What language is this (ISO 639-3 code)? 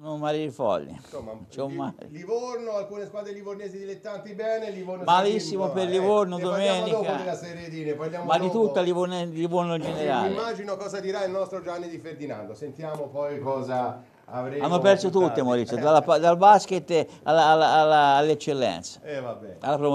ita